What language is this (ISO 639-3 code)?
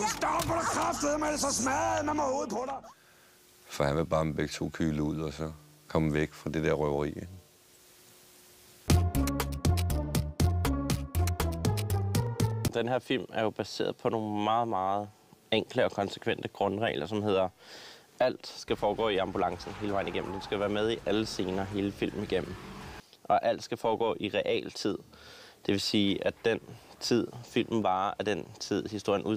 dan